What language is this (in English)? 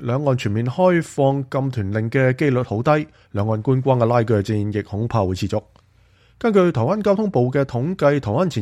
Cantonese